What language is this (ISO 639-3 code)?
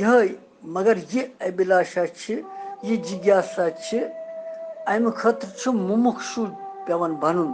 kas